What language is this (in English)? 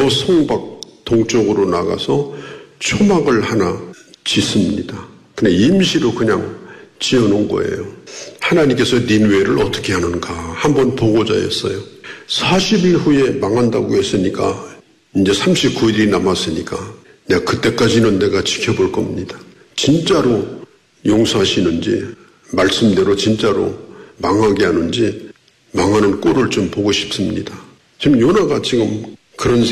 Korean